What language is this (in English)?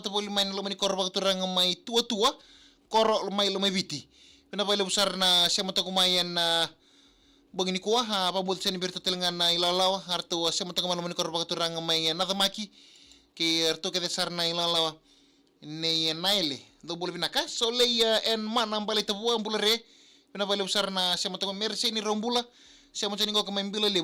Fijian